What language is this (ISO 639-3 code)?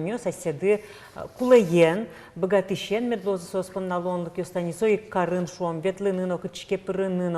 udm